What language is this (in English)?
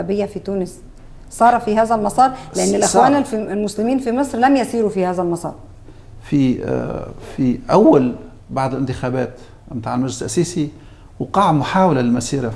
Egyptian Arabic